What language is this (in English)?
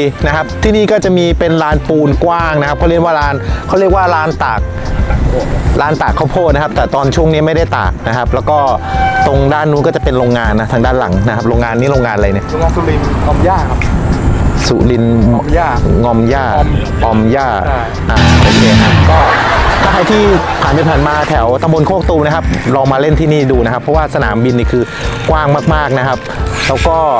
Thai